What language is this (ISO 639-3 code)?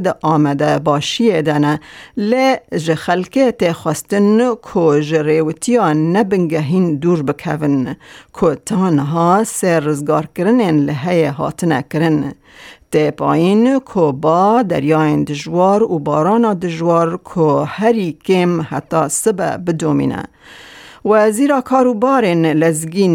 kur